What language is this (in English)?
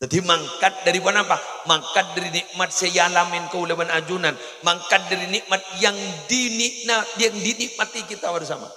Madurese